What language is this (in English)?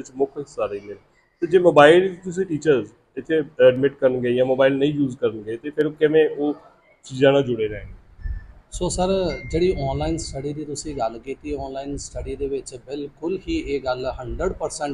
Punjabi